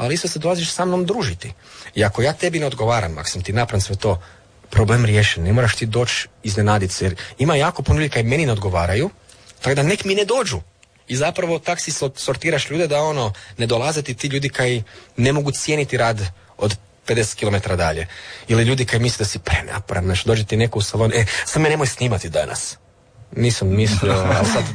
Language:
Croatian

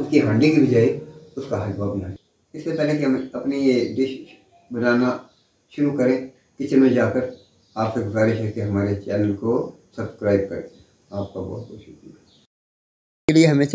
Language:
Hindi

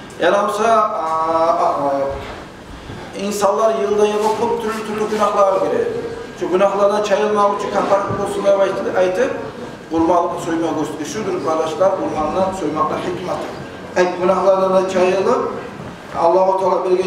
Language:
Kumyk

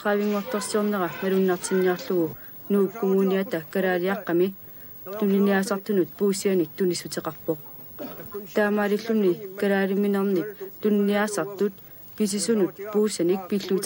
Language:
Kalaallisut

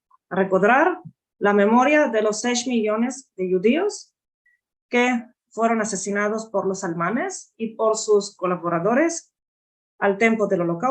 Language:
Ladino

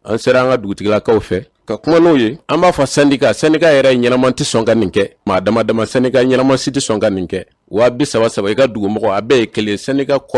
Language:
Bambara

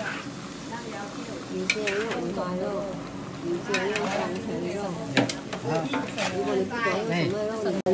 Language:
Chinese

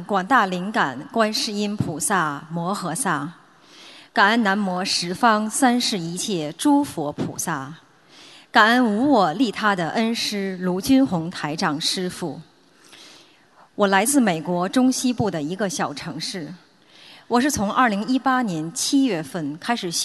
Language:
Chinese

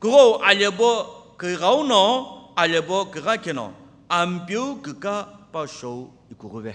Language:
Sumi Naga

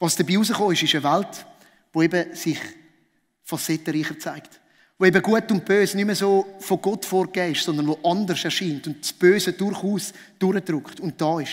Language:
Swiss German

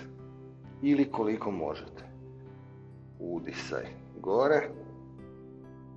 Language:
Croatian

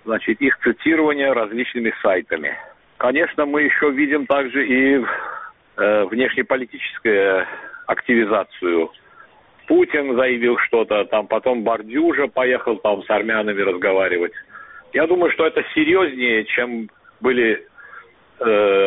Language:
Russian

